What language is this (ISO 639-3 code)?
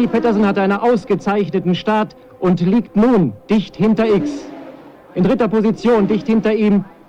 bar